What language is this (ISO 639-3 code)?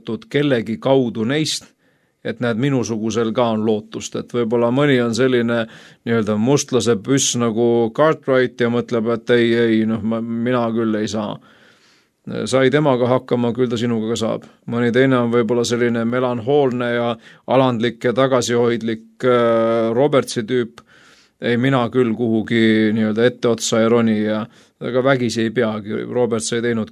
est